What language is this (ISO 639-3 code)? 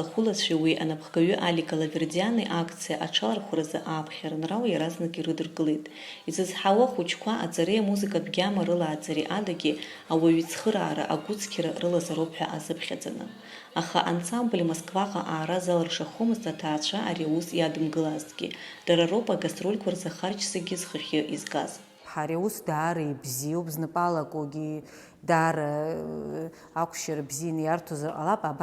abk